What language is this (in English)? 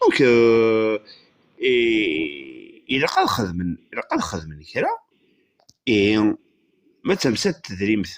Kabyle